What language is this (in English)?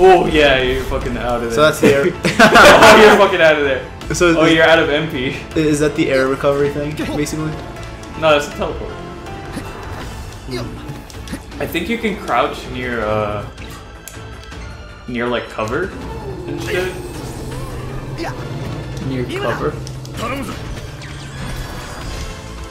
English